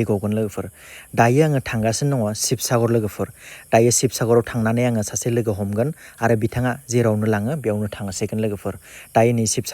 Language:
Bodo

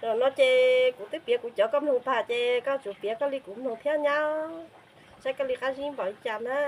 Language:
Hmong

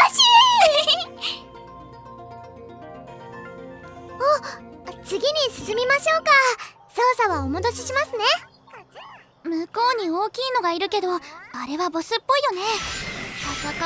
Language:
Japanese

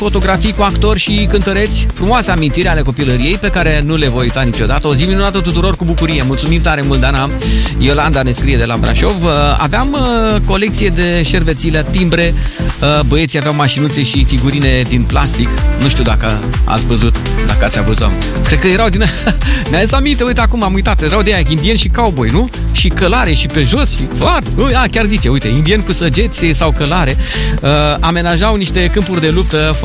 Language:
Romanian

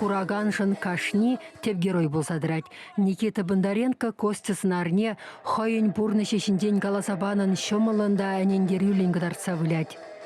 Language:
Chuvash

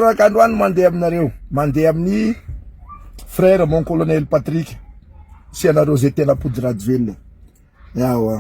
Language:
Malagasy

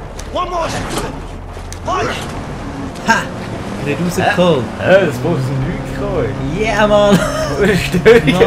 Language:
Swiss German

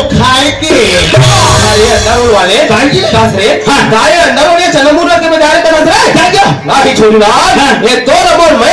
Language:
Chhattisgarhi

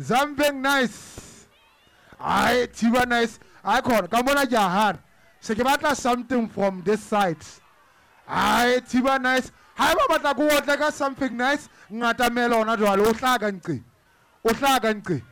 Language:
Southern Sotho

